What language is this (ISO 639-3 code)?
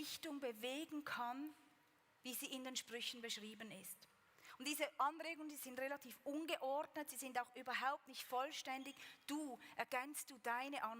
gsw